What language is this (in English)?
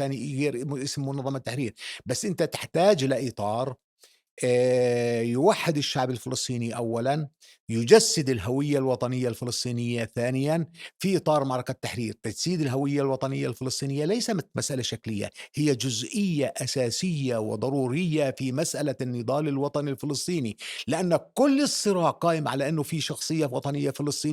North Levantine Arabic